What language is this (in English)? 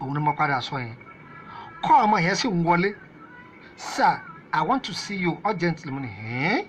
Yoruba